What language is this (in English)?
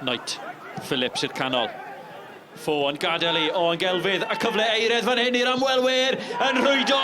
Welsh